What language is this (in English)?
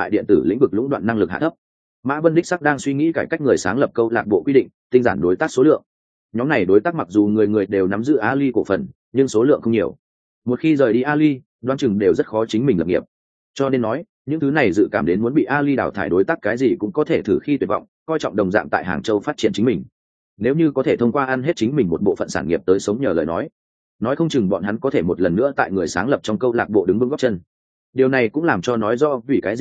Vietnamese